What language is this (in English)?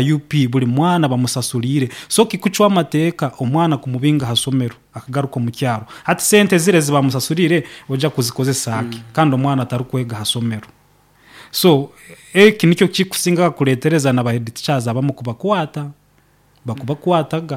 Nyoro